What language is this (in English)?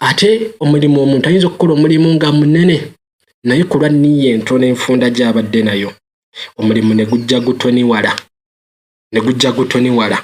Ganda